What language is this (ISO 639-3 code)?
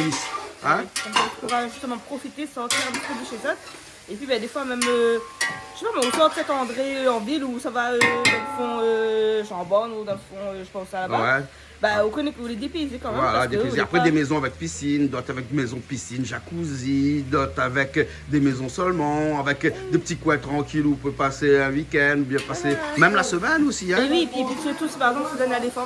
rcf